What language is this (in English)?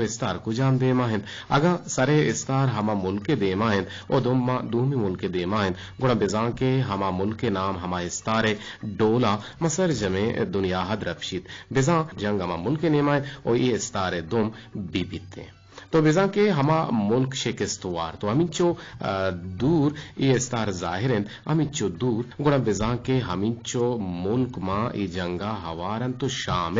Eastern Balochi